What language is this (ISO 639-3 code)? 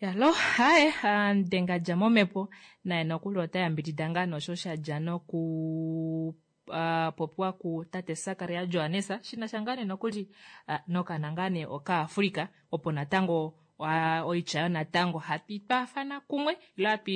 kua